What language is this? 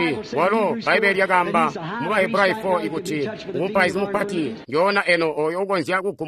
Tonga (Zambia)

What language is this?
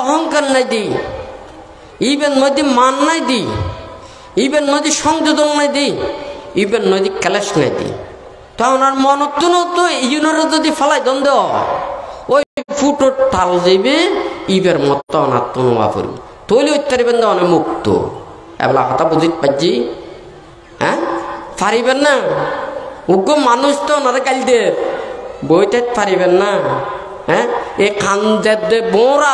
Chittagonian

